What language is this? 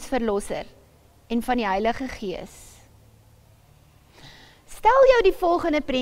Afrikaans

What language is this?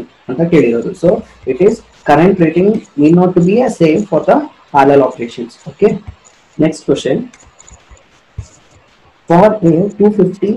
Kannada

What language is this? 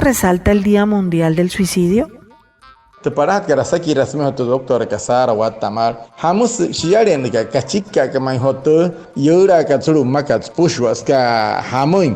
Wayuu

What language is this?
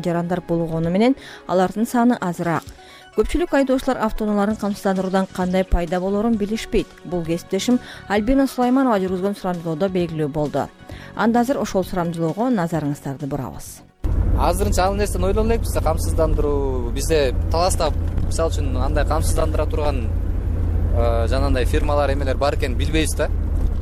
Kyrgyz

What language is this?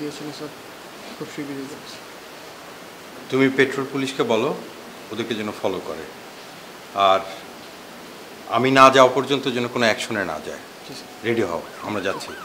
Bangla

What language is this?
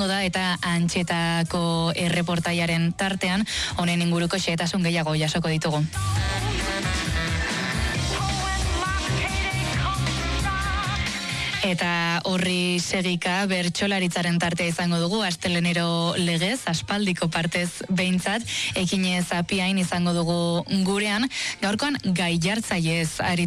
Basque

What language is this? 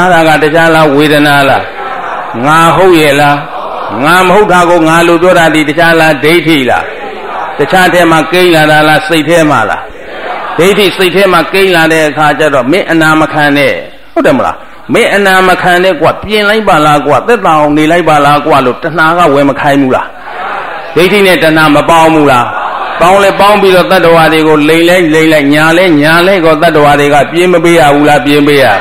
Burmese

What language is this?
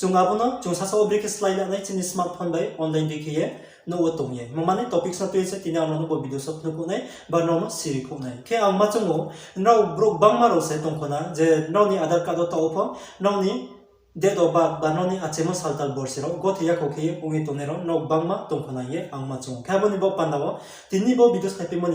Riang (India)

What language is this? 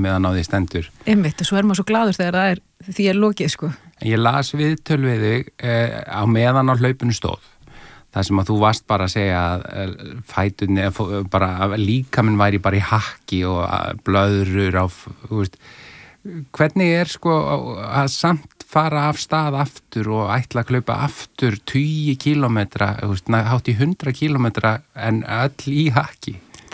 Icelandic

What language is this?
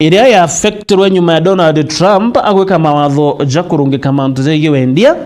Meru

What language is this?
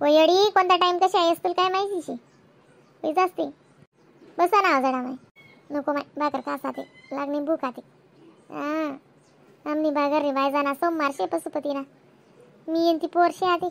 Khandesi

